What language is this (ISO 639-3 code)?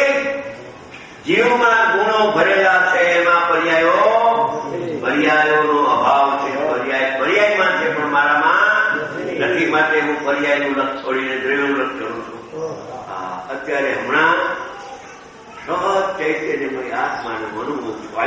guj